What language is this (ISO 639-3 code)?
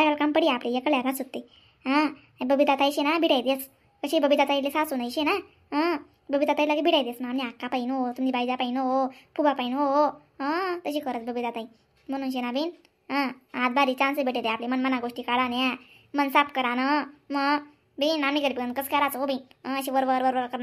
khn